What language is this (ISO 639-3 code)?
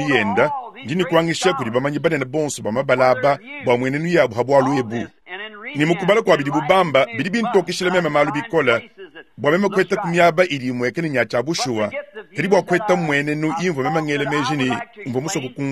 lua